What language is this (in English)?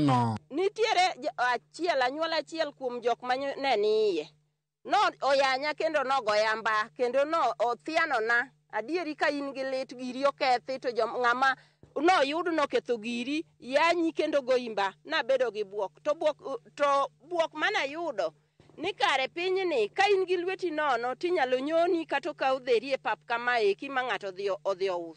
Luo (Kenya and Tanzania)